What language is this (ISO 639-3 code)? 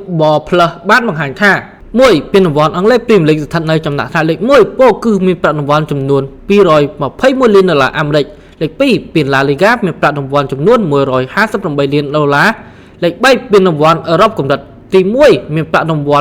khm